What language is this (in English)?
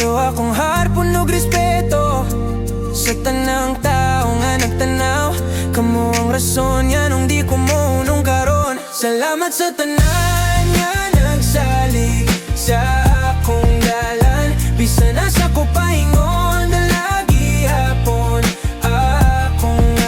Cebuano